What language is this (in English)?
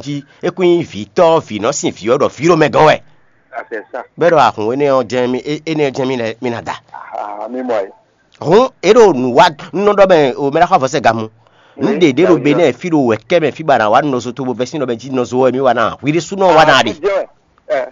Fon